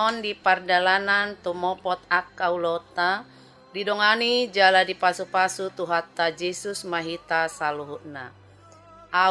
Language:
Batak Toba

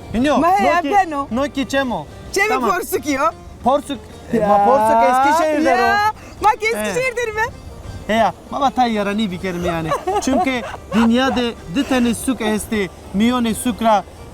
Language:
Zaza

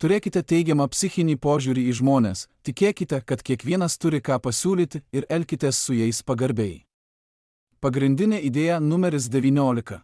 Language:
Lithuanian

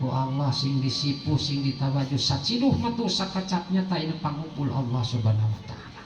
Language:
Sundanese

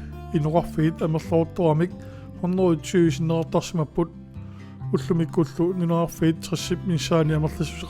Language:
Kalaallisut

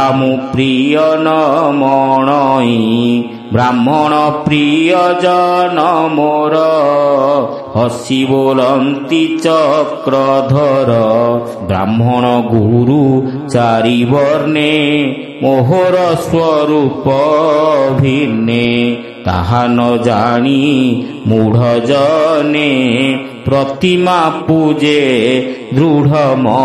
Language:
Odia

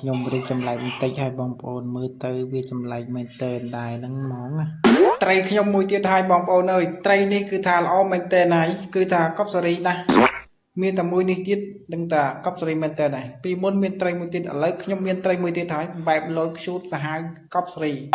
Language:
Khmer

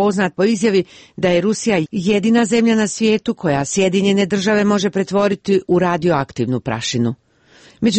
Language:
Croatian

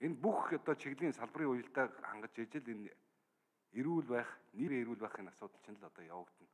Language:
Mongolian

